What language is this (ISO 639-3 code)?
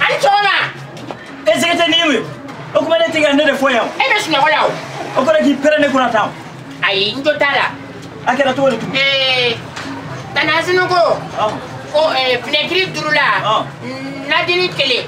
bam